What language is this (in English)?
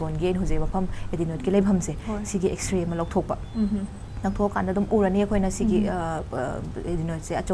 Manipuri